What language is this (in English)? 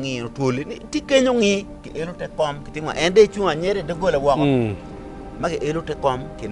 Acoli